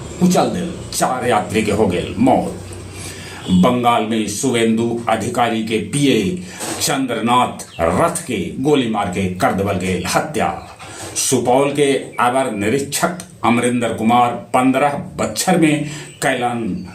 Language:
Magahi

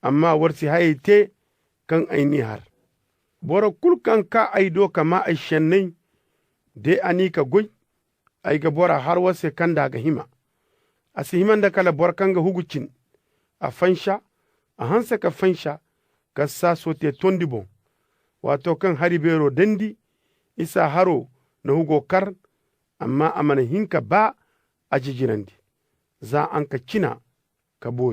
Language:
Zarma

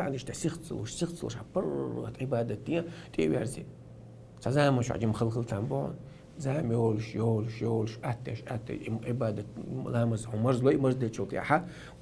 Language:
Chechen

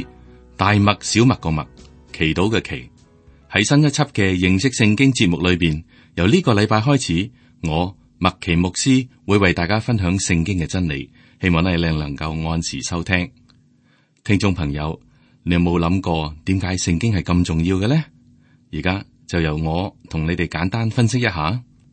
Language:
Cantonese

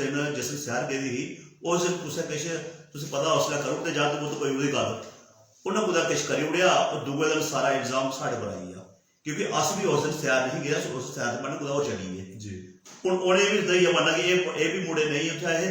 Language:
Dogri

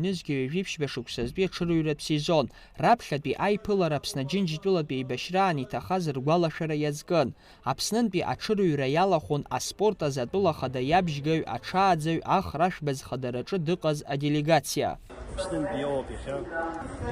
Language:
Abkhazian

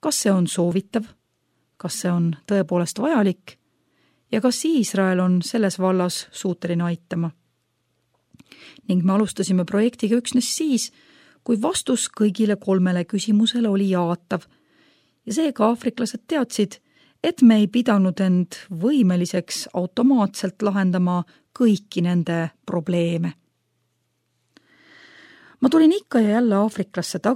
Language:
Estonian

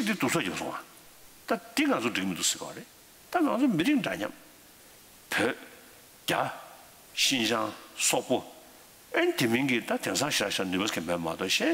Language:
Tibetan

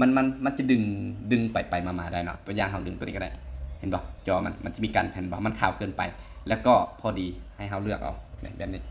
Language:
Lao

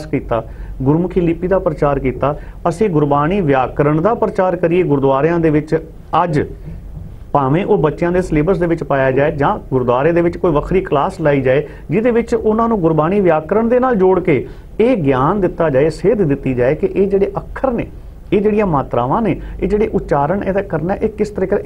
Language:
Punjabi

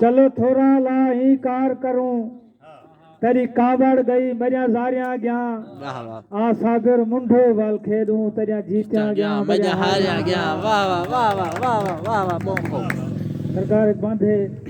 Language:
Saraiki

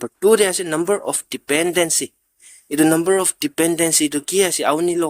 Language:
Naga Pidgin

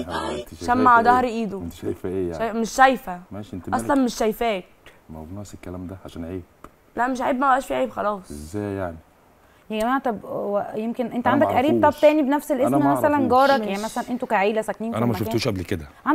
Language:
Egyptian Arabic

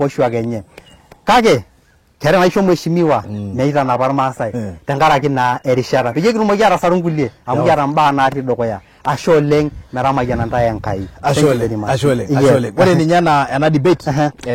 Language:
Masai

